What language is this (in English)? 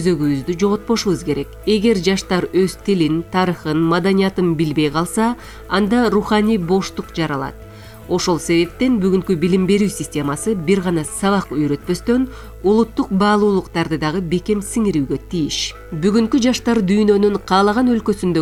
Kyrgyz